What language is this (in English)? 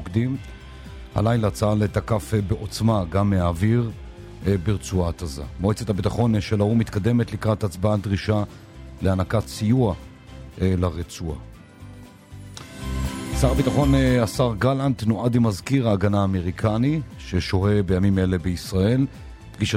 Hebrew